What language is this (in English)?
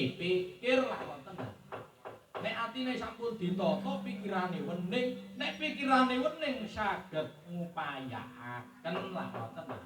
Javanese